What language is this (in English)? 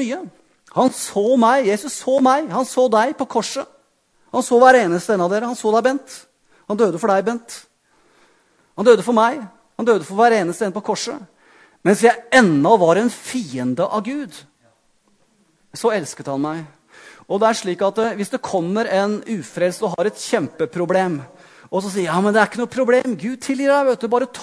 Norwegian